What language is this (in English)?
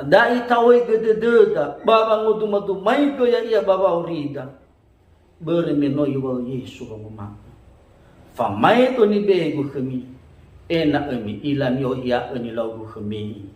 Nias